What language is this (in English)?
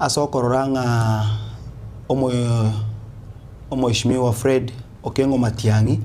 Gusii